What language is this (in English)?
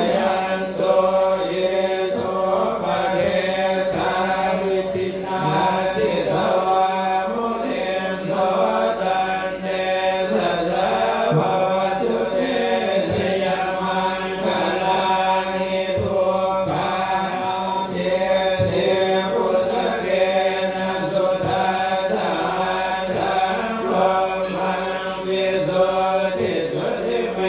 Pali